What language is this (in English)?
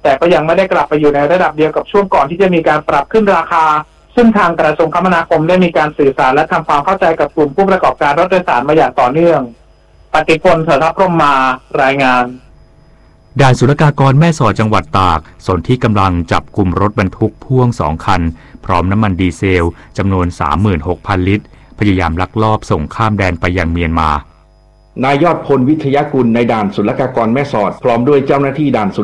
Thai